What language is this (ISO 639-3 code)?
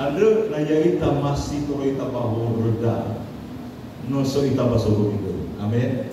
nia